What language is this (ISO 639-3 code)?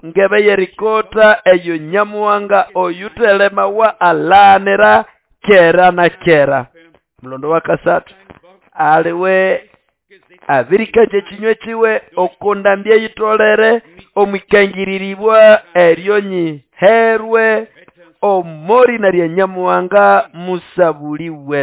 nnb